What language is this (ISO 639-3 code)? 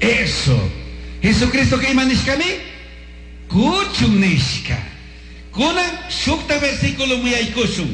qug